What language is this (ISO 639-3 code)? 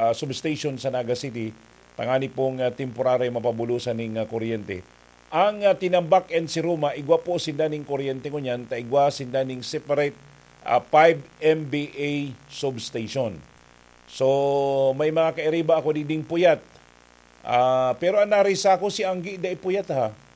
bik